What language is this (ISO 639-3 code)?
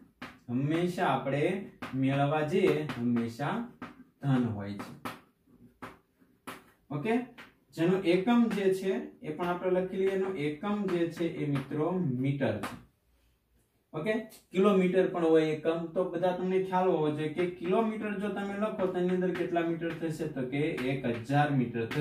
guj